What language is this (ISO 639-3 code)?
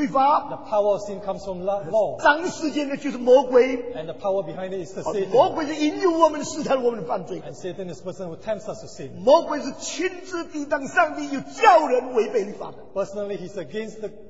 zho